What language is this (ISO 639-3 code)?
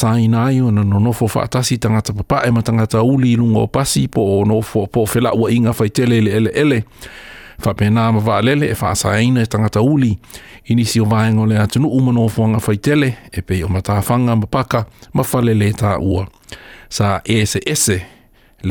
smo